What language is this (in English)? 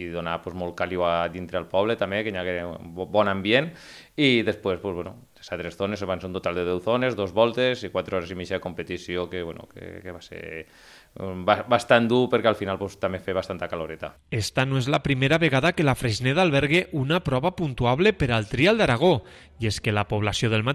Catalan